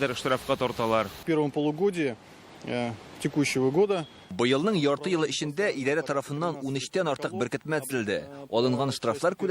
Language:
Tatar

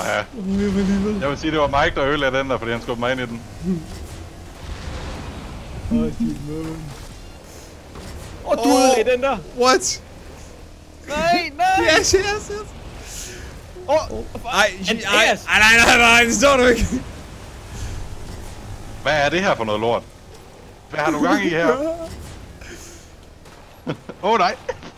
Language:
Danish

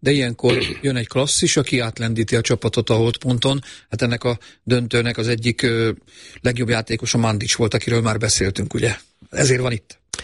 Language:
Hungarian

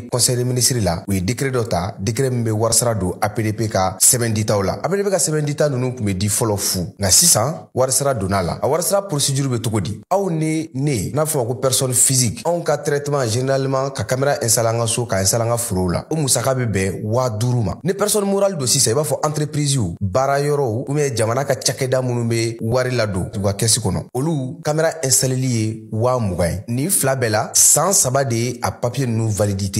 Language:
Bambara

